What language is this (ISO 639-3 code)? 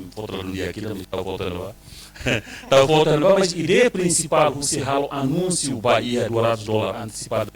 tet